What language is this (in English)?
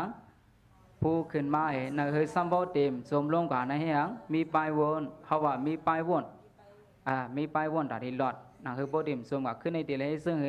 Shan